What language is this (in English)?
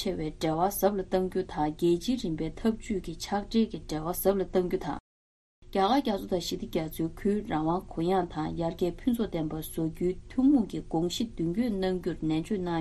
Tibetan